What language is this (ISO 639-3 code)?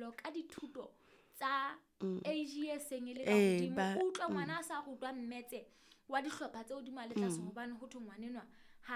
sot